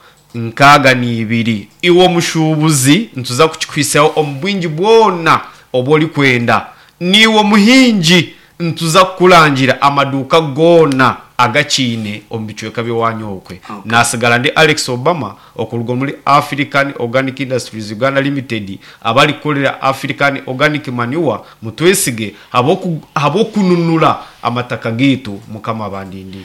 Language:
Nyankole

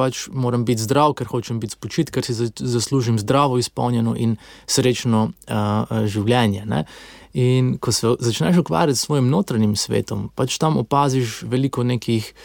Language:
Slovenian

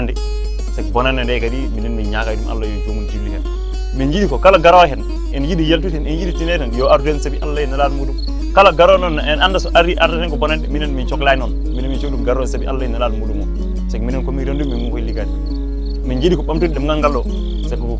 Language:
Fula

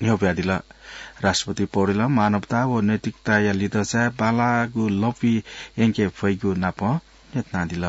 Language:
Newari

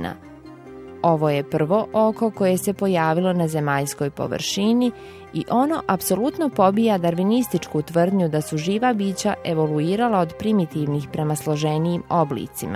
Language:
Bosnian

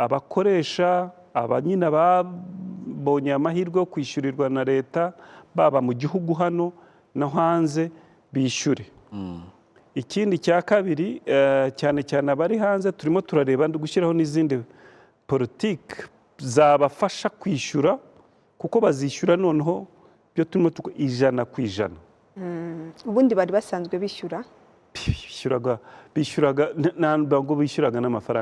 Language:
Kinyarwanda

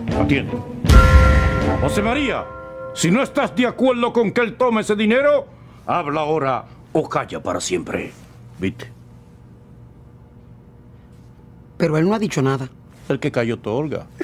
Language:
Spanish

